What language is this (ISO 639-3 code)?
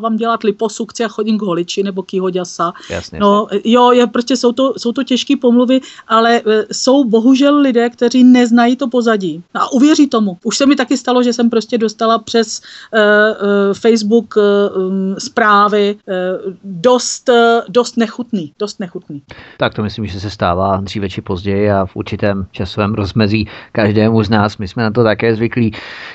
ces